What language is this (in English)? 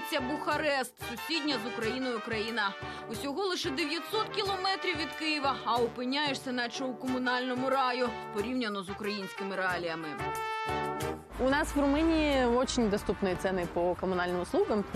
Ukrainian